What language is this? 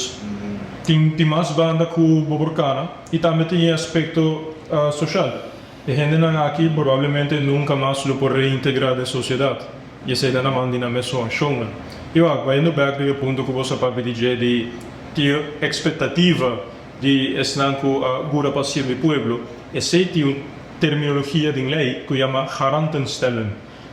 Papiamento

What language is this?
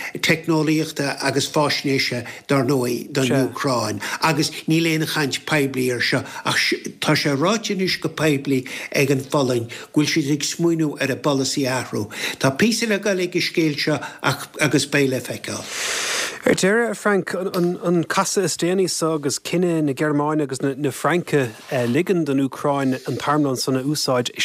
Irish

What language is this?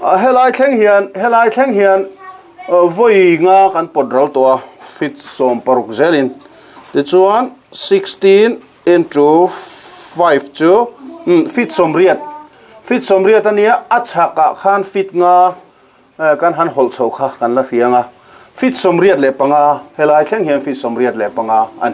Mizo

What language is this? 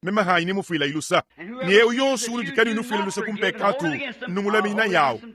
Luba-Lulua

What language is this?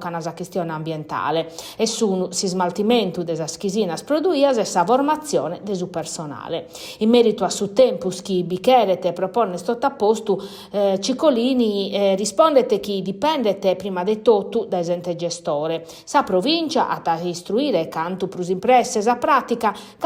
Sardinian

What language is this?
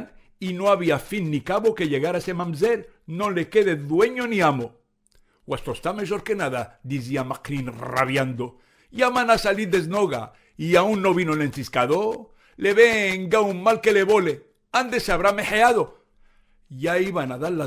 Ladino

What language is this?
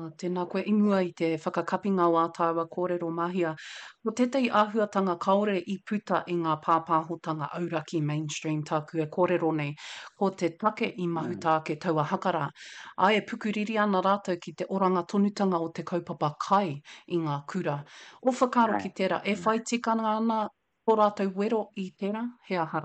Māori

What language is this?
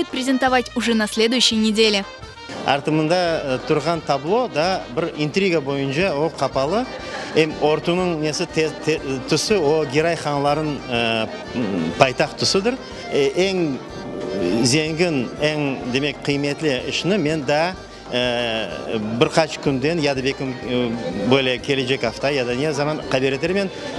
Crimean Tatar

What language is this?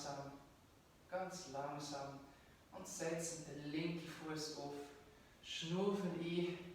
Swiss German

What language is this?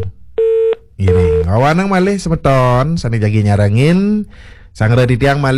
Balinese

